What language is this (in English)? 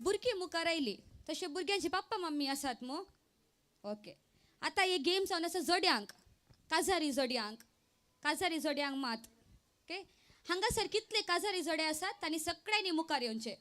Konkani